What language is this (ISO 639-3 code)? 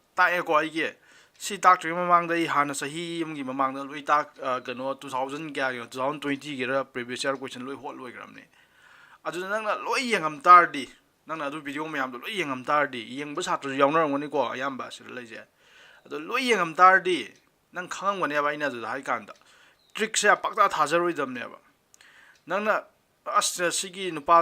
mni